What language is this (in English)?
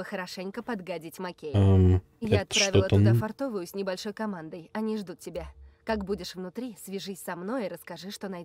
Russian